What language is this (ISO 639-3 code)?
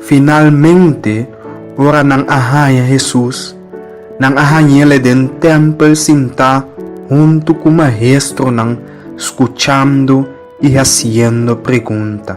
pap